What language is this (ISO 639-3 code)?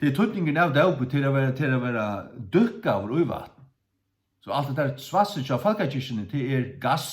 fao